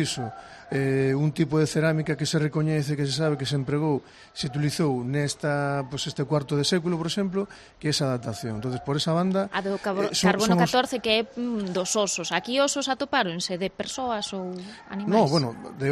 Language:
Galician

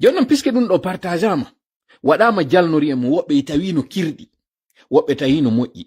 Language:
Pular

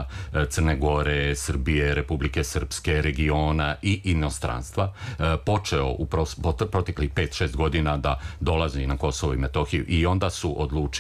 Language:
Serbian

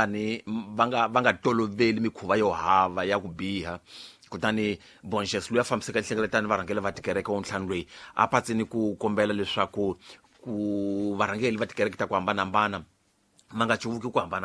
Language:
Tsonga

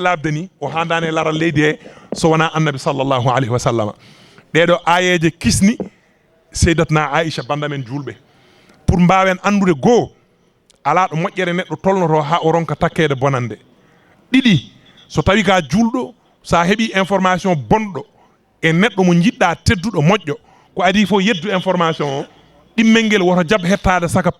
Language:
Fula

